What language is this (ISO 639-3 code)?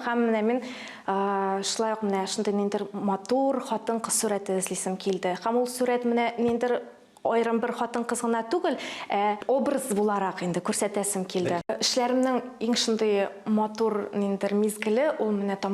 tat